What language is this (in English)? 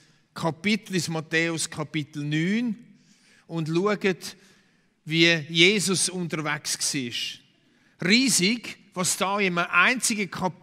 Swiss German